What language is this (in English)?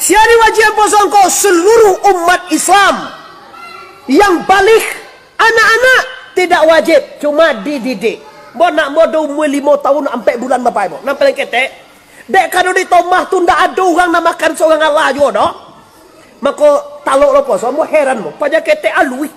Minangkabau